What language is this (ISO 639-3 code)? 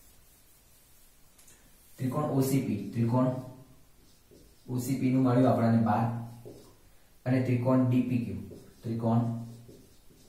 guj